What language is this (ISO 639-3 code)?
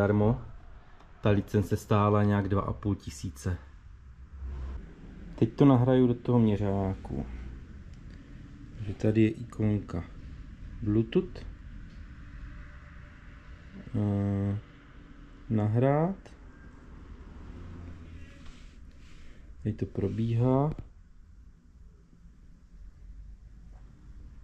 ces